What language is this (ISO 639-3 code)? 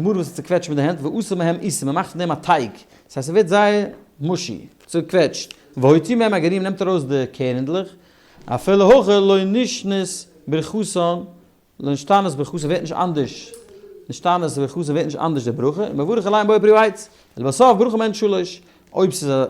yid